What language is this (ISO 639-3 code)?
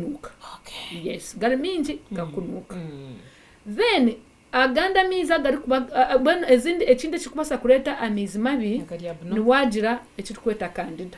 nyn